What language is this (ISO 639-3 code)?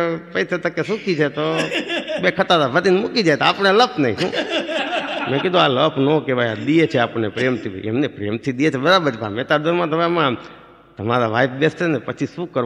guj